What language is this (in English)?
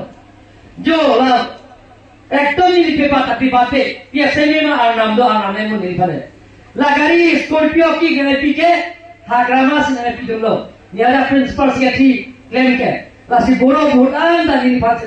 Karbi